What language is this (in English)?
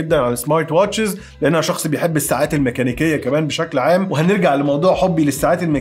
Egyptian Arabic